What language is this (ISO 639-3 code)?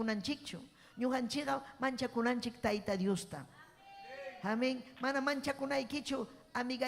quy